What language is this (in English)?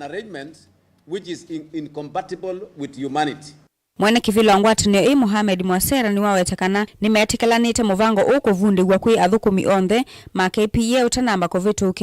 Kamba